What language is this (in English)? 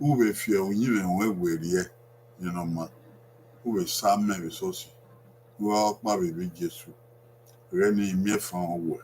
Bini